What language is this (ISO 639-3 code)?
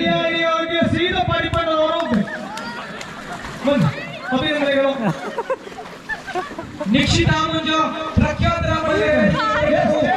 kan